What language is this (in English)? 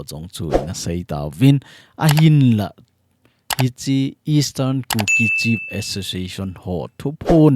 Thado Chin